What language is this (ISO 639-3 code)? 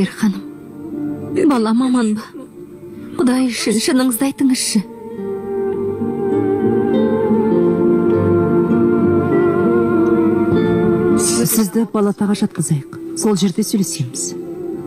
kaz